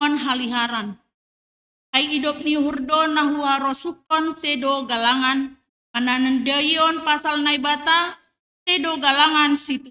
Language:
Batak Simalungun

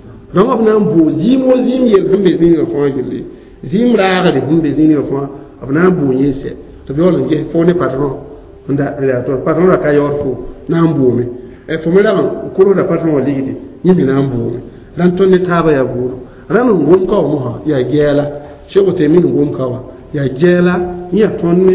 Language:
Mossi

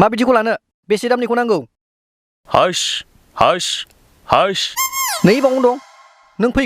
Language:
Bodo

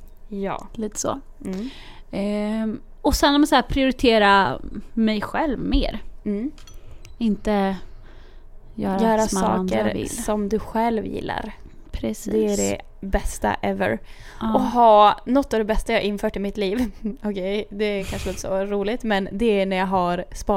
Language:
Swedish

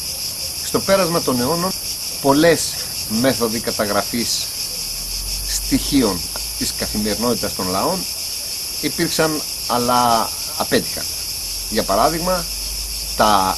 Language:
Greek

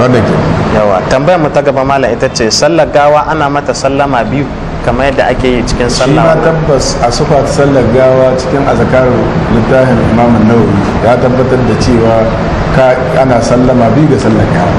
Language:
Hausa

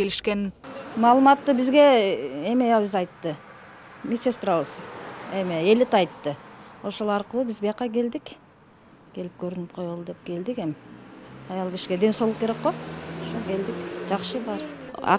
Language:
Kyrgyz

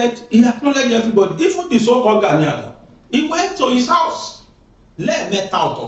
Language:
Yoruba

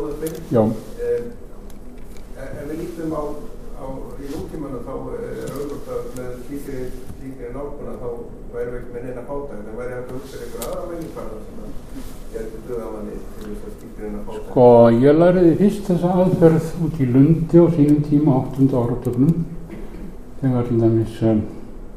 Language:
Icelandic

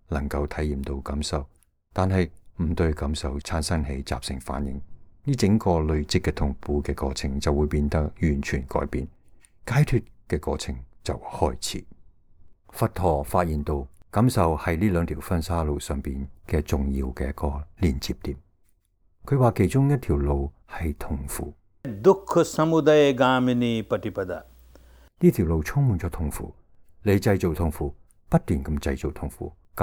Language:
Cantonese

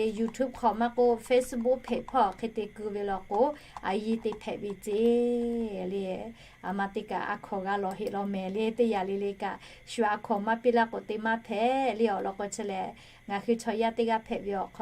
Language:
Lahu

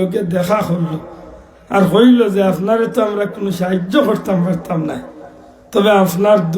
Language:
Sylheti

